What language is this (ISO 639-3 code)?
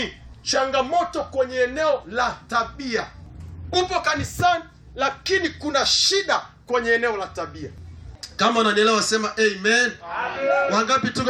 swa